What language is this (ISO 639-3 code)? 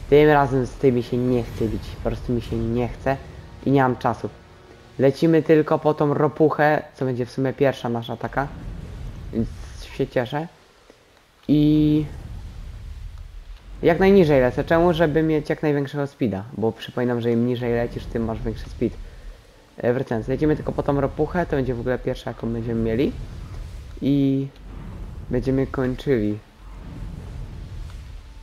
pol